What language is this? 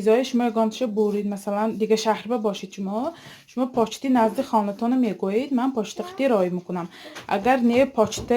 Tajik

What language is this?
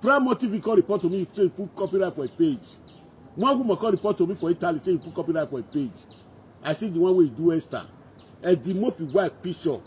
Nigerian Pidgin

